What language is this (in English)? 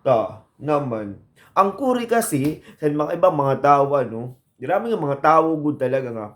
Waray